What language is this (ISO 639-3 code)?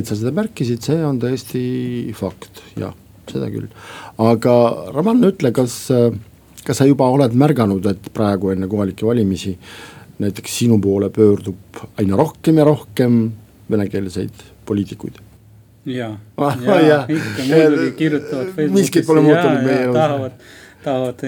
est